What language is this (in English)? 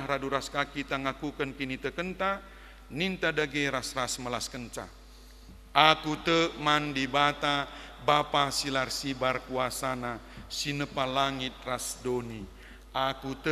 Batak Karo